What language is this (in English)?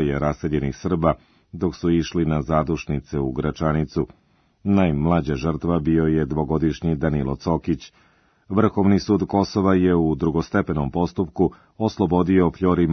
Serbian